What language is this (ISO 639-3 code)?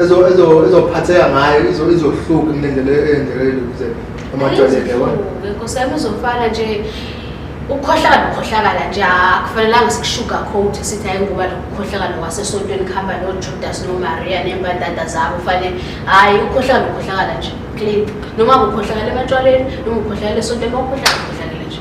zul